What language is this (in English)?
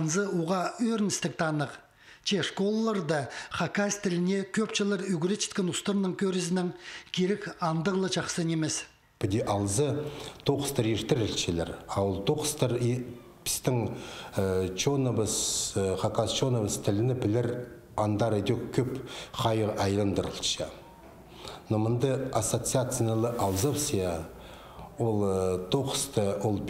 Khakas